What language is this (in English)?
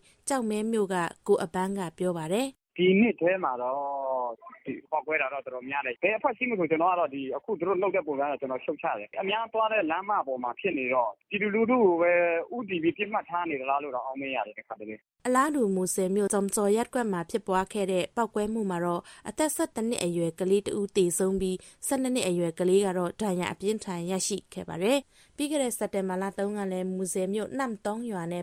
Burmese